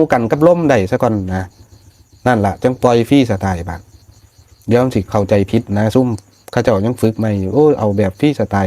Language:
Northeastern Thai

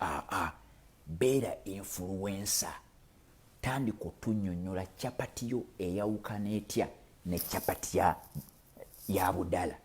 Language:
Ganda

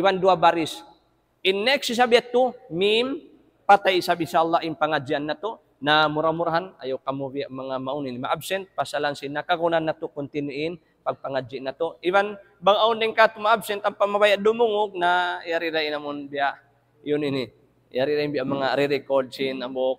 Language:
Tausug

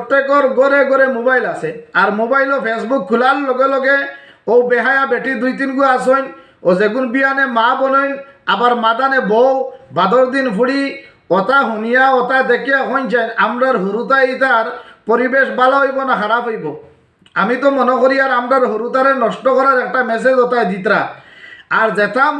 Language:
Sylheti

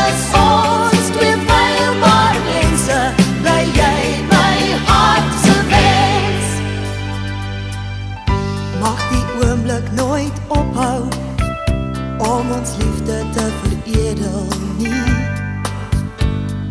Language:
Afrikaans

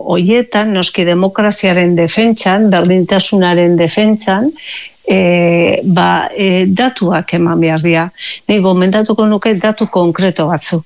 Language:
Basque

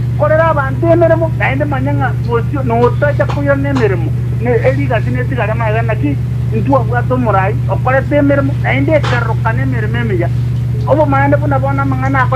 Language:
Gusii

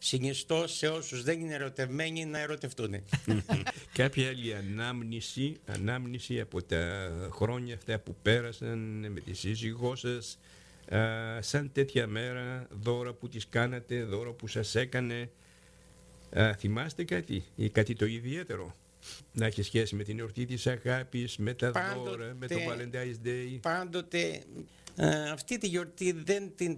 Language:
Greek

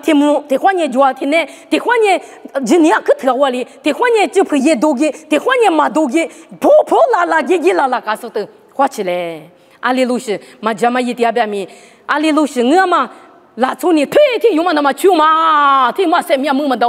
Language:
Lisu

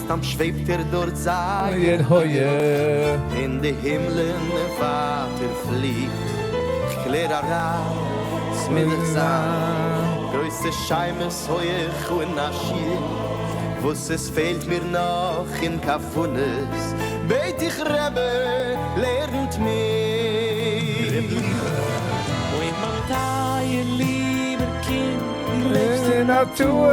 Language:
Yiddish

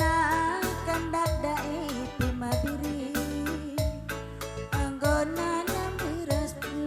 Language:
Batak Karo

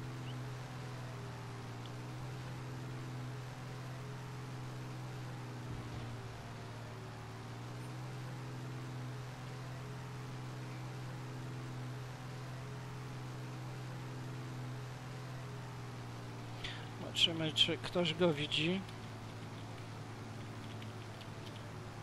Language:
Polish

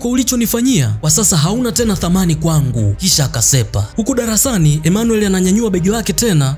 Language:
Swahili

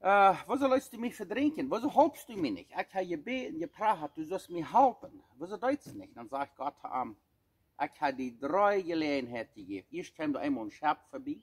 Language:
Plautdietsch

